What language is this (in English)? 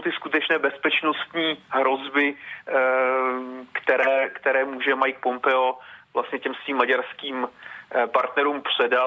Czech